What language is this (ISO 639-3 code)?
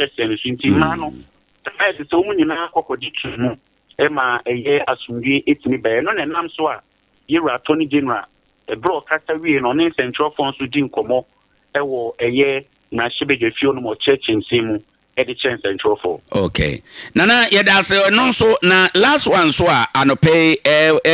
aka